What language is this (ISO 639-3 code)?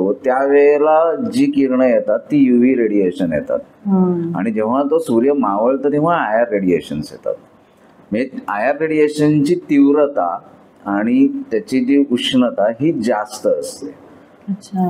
mar